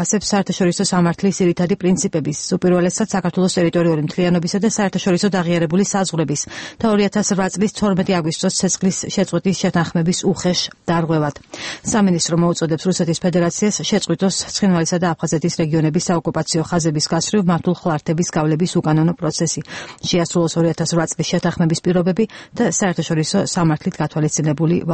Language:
Georgian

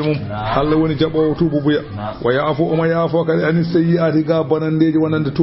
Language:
Fula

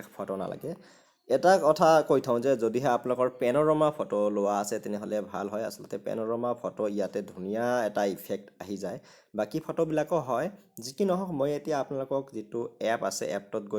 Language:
Assamese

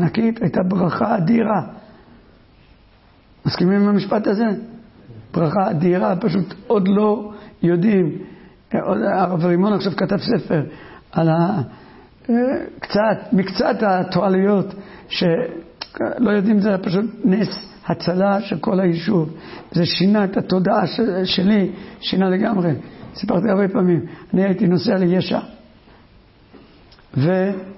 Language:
Hebrew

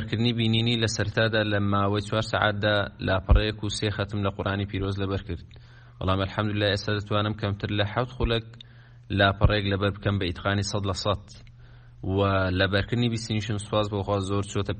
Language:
Central Kurdish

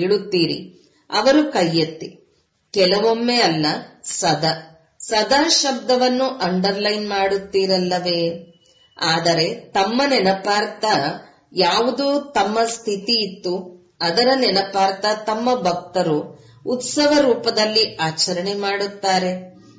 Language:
Kannada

